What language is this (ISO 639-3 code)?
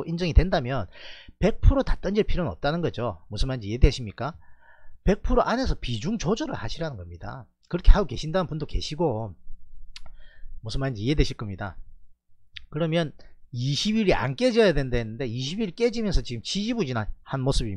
kor